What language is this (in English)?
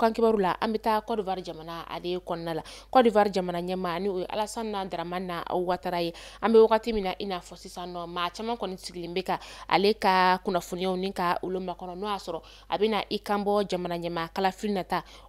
Bambara